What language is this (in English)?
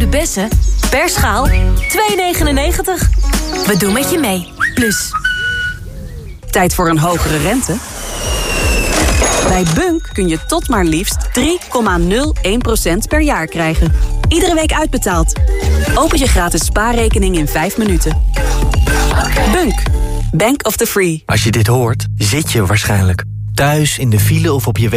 Dutch